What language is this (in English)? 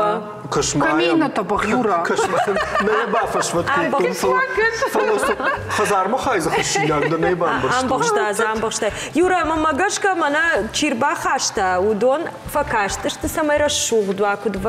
Ossetic